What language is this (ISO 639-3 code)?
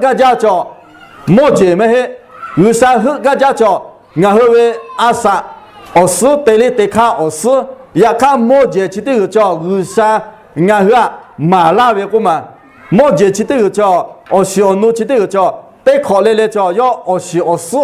lhu